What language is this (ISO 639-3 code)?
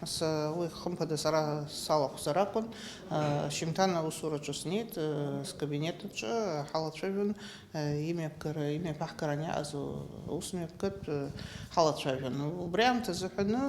abk